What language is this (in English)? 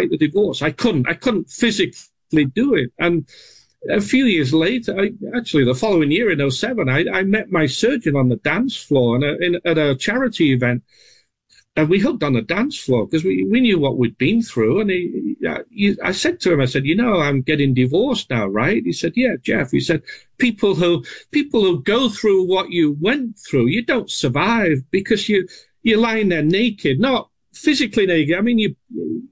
English